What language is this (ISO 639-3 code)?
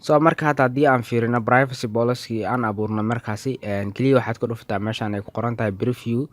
som